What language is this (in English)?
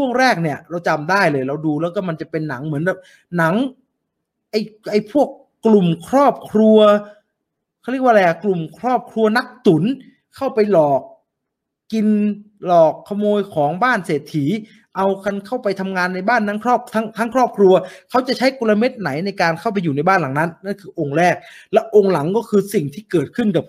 Thai